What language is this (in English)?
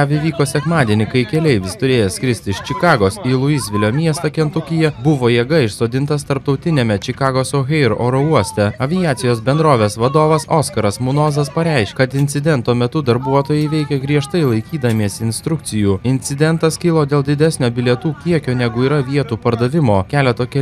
Lithuanian